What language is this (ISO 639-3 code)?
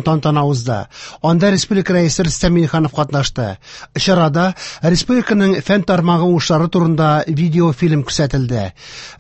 tat